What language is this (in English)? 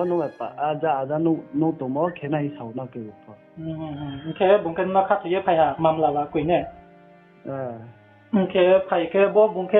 Riang (India)